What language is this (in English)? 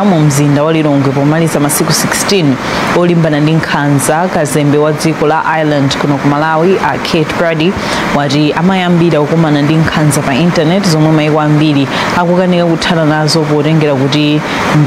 Nyanja